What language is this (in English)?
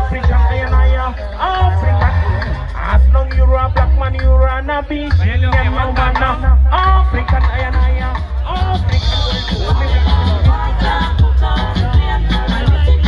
English